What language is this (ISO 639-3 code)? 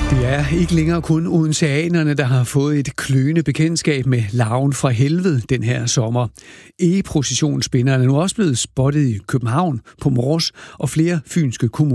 dan